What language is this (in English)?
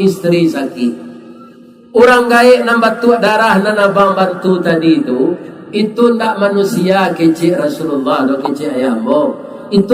Minangkabau